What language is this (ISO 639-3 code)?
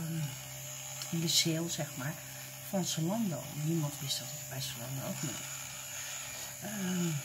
nld